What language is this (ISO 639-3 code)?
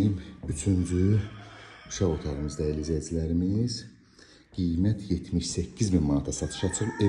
aze